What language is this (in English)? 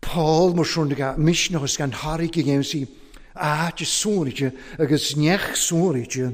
Welsh